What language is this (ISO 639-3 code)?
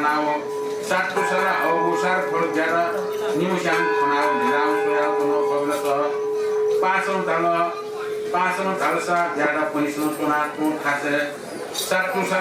new